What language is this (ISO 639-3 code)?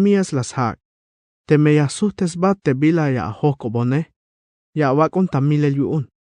tzh